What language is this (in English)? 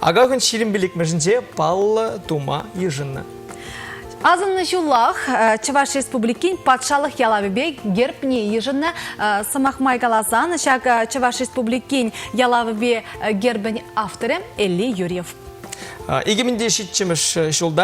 Chuvash